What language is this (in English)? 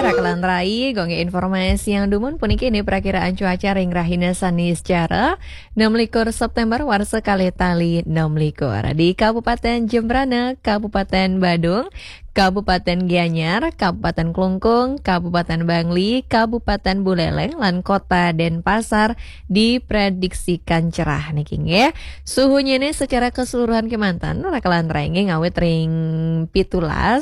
Balinese